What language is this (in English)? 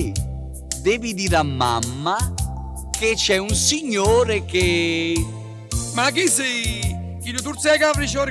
Neapolitan